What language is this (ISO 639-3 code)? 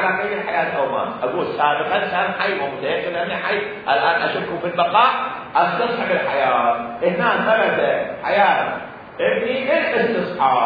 acm